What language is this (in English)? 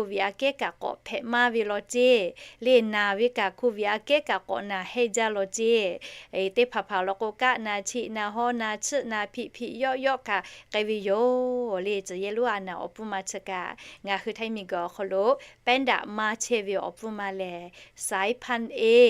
Lahu